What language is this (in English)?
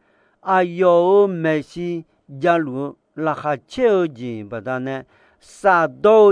Akha